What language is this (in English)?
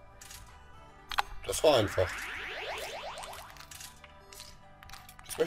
German